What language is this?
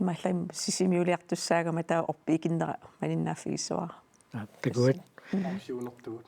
Kalaallisut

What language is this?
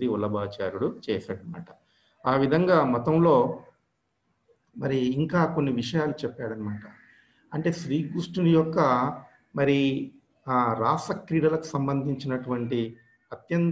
Telugu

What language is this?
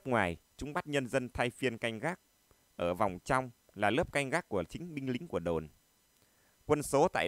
Vietnamese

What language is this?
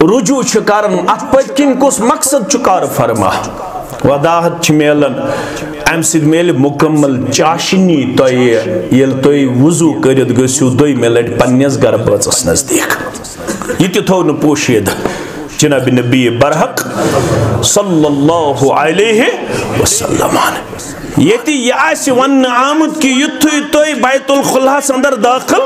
Kashmiri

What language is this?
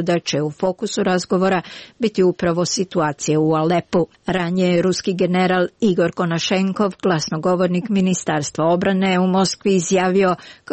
Croatian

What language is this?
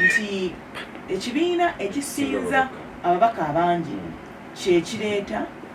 Ganda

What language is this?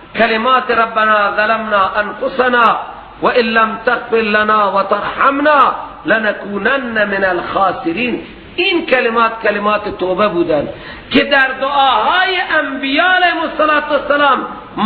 Persian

